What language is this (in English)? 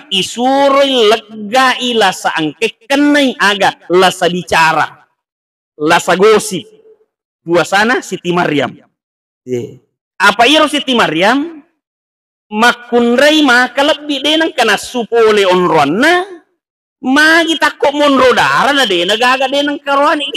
Buginese